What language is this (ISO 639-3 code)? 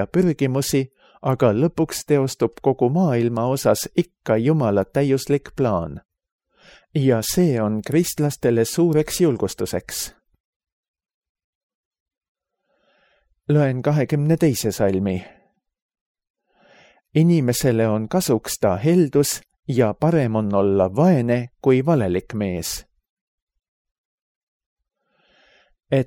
est